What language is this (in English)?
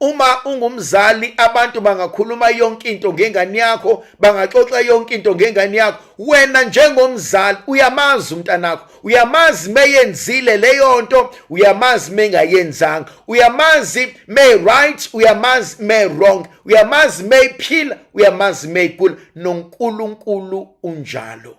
Zulu